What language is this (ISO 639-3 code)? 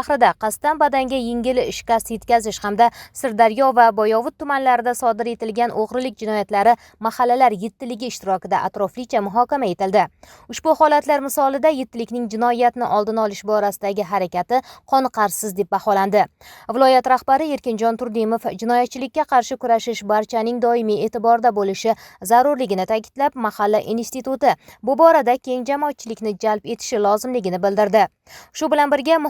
uzb